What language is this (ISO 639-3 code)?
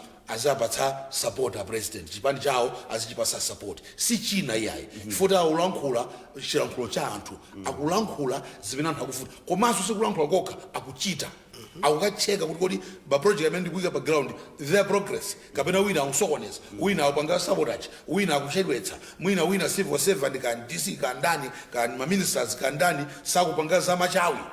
nya